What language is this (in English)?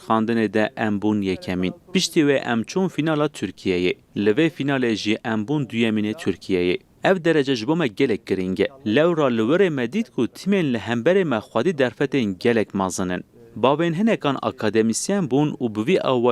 Kurdish